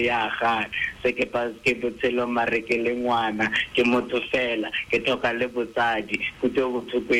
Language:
Tswana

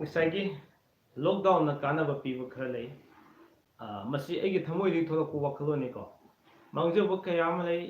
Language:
Manipuri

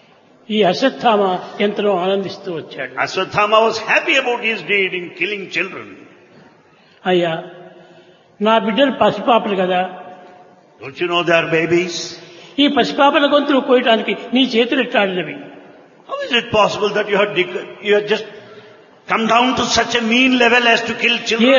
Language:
Telugu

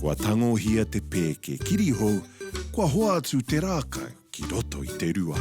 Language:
Māori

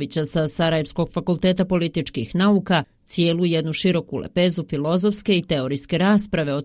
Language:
Bosnian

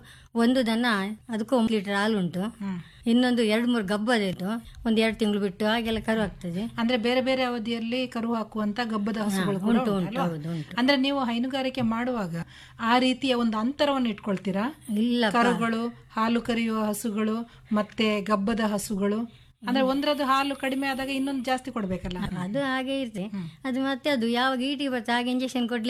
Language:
Kannada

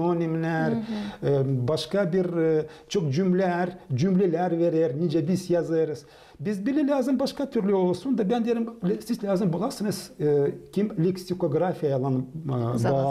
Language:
Gagauz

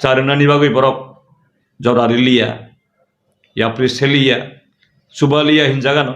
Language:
Kok Borok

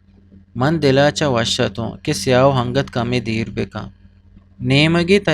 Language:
Eastern Balochi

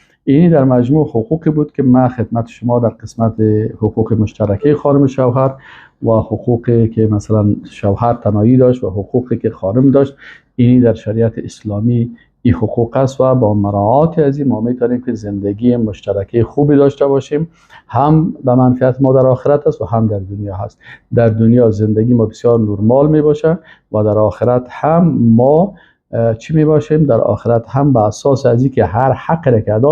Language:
Persian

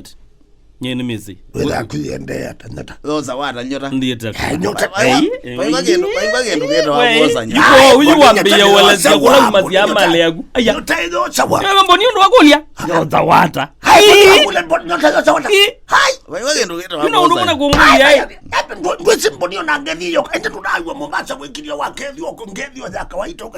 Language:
Kamba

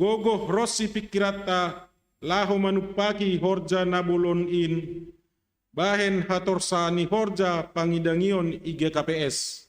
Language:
Batak Simalungun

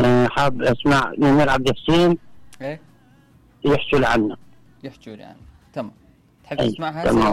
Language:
Mesopotamian Arabic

